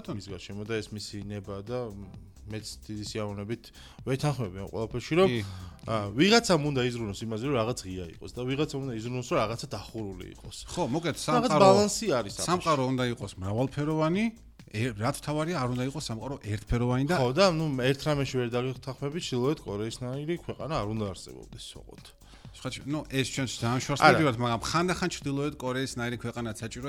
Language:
Georgian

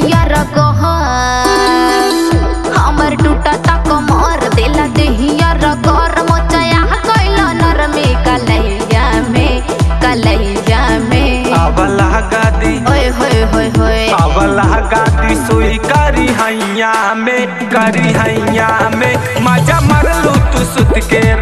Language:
Bhojpuri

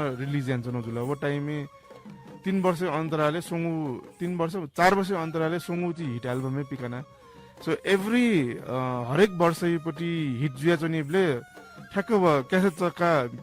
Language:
Newari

